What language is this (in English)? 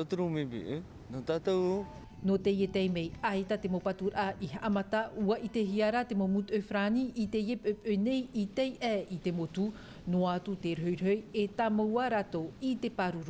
Tahitian